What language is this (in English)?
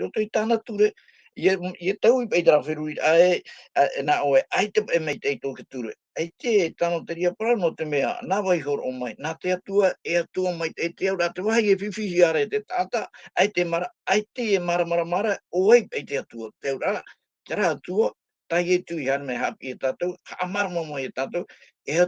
Tahitian